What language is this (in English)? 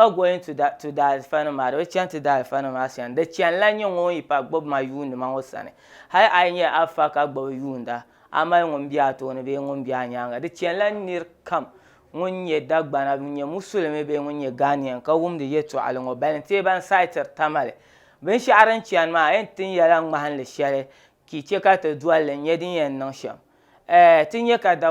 Dagbani